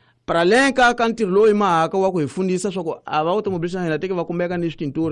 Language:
Tsonga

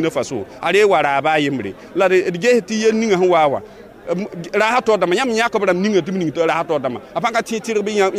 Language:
Mossi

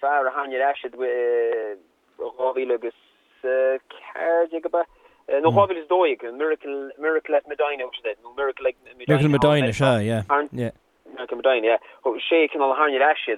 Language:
Irish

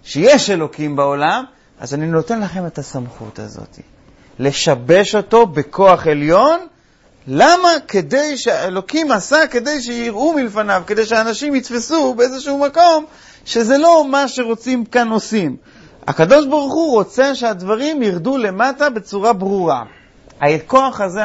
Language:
Hebrew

